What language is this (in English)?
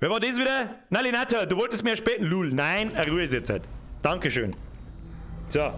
Bavarian